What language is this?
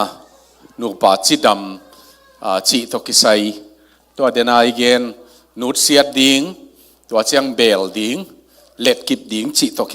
Tedim Chin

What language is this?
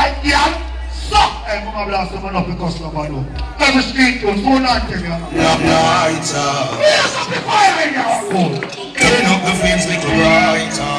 Jamaican Creole English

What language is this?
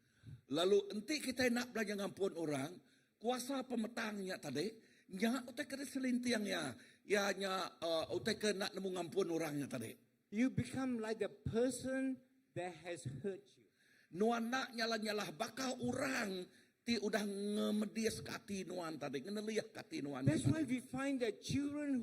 Iban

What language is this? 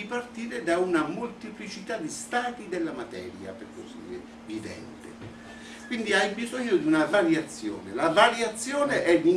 Italian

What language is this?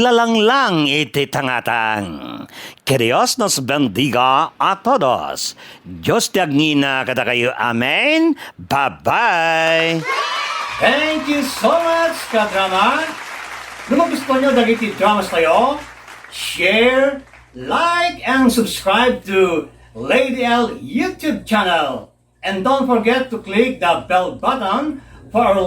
Iloko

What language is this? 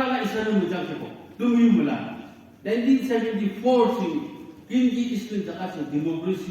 Naga Pidgin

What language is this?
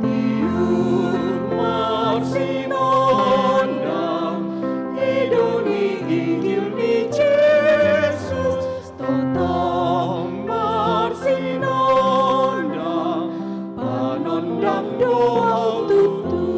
Batak Toba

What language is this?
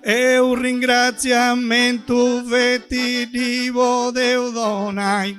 Sardinian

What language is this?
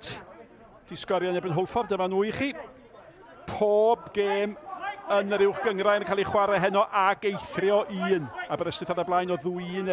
Welsh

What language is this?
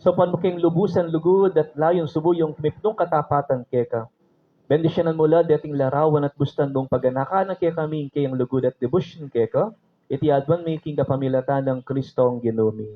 Pampanga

